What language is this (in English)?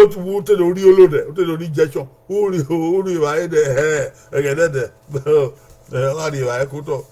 Bini